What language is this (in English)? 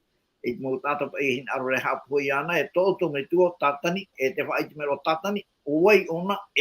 Tahitian